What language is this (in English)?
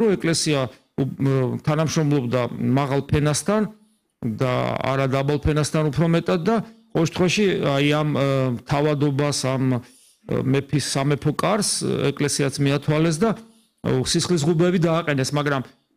Georgian